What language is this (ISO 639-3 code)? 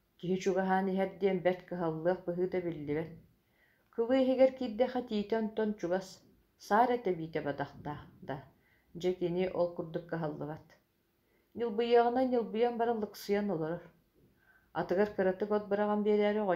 sah